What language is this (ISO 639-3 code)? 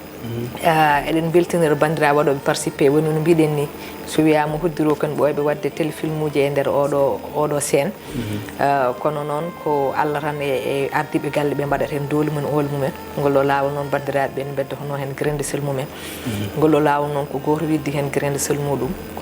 ful